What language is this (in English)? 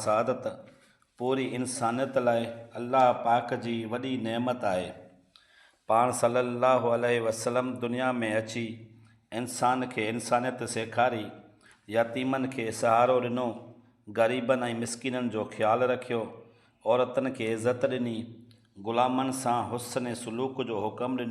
Sindhi